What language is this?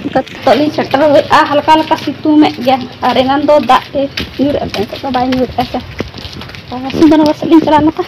Santali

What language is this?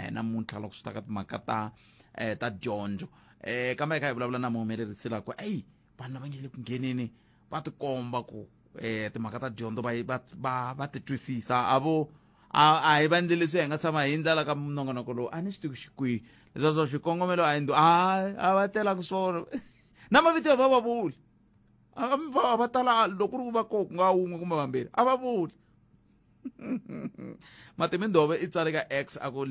Tsonga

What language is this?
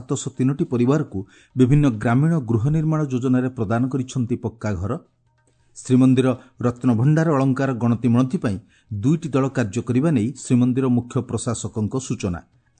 Odia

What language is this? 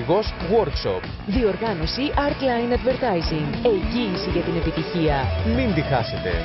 Greek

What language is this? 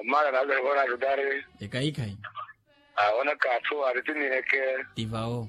Makhuwa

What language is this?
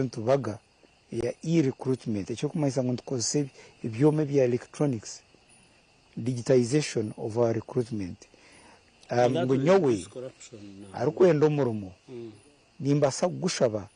Nyankole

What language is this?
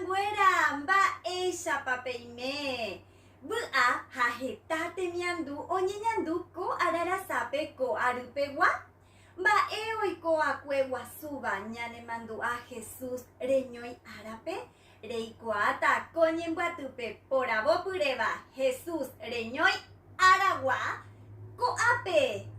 Guarani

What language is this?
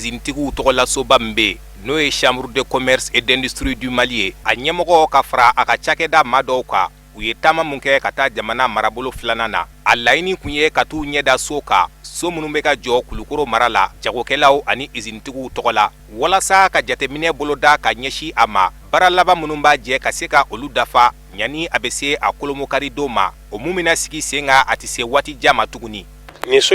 Bambara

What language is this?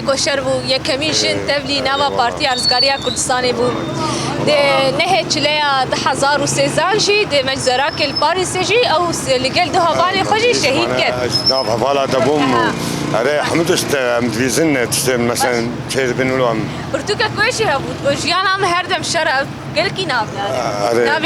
Kurdish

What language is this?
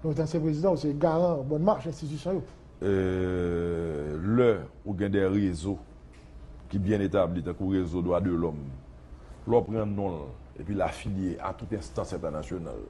Haitian Creole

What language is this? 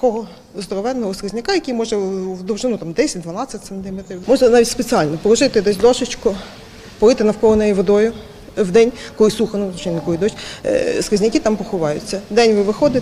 Ukrainian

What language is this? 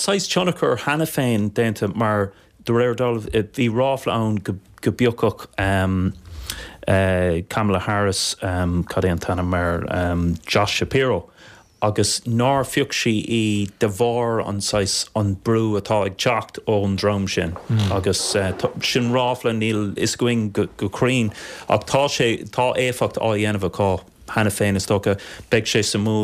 Irish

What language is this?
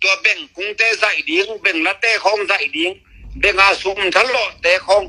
Tedim Chin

